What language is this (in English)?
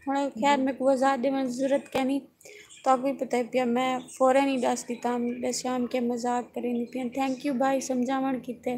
Saraiki